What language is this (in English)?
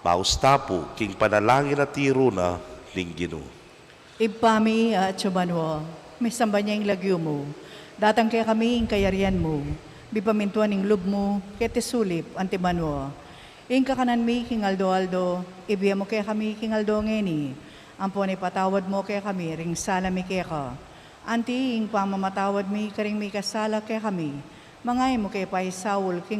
Pampanga